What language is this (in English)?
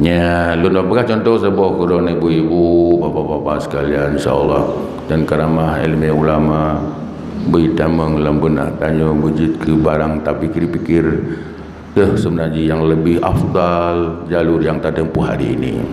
Achinese